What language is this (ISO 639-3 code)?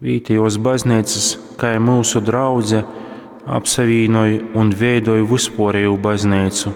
ltg